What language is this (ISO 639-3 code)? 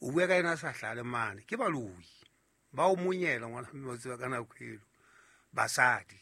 sot